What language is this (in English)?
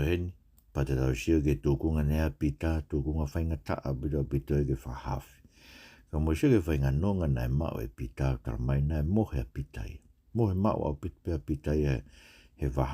Tongan